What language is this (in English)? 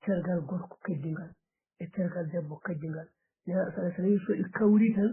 Fula